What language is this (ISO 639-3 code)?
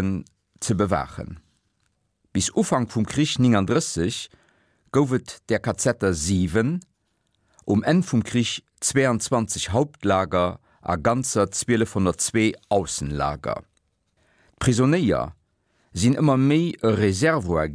ltz